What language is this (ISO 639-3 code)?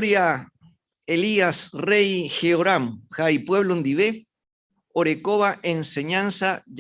grn